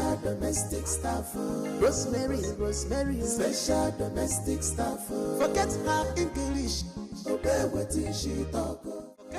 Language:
Nigerian Pidgin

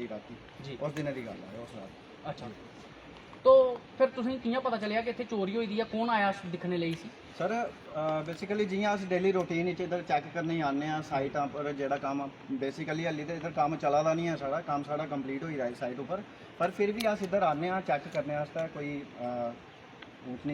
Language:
Dogri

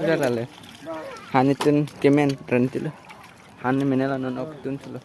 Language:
Karbi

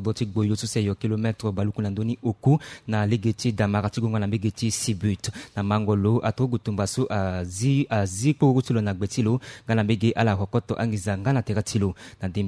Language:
Sango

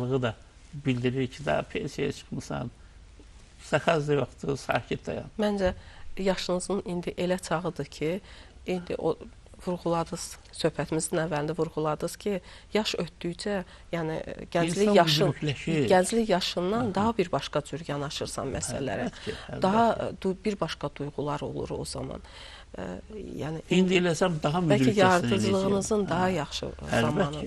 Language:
Azerbaijani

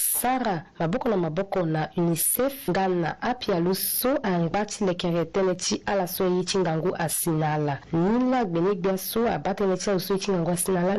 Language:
Sango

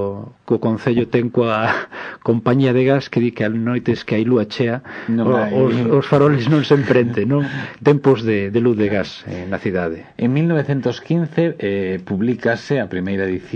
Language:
Galician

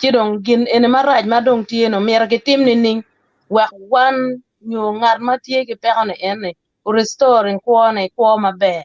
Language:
Acoli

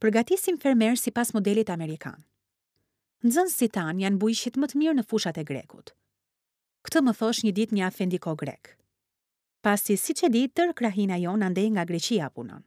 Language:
Albanian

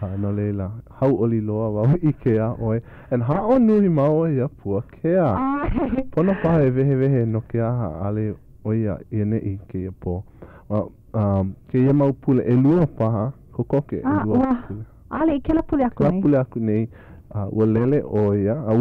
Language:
Hawaiian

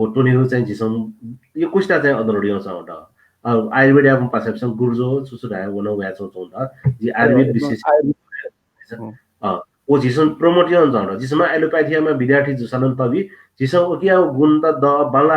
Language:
Newari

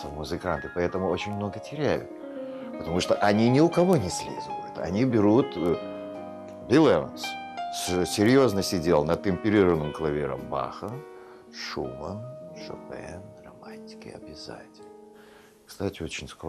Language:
Russian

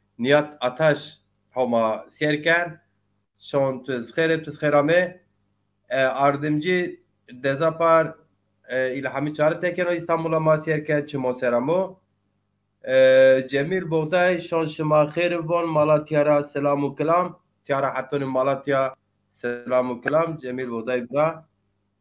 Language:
Zaza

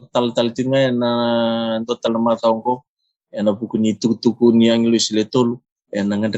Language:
Fijian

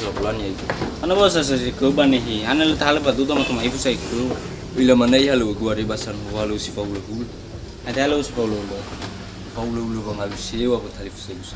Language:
Nias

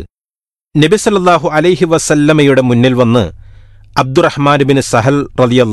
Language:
Malayalam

